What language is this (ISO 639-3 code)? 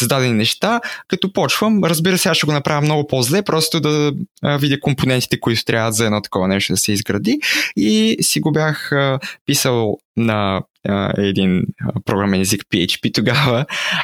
bul